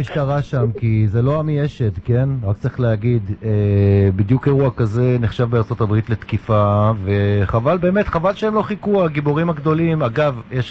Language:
Hebrew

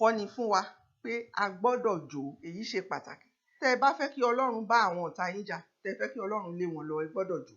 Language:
Yoruba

